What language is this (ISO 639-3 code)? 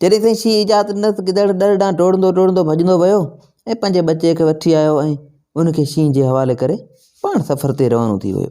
snd